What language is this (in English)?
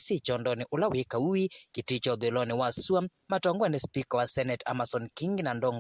Kamba